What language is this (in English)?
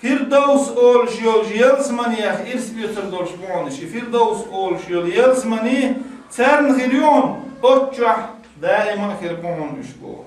Chechen